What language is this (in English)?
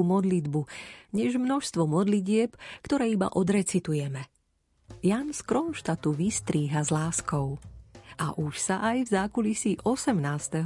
Slovak